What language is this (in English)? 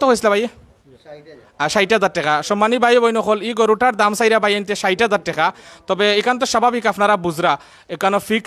Sylheti